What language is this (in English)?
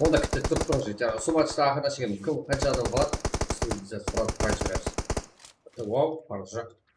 Kara-Kalpak